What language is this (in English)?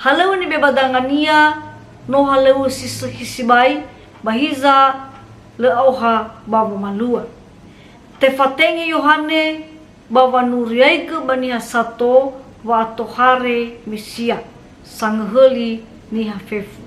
Nias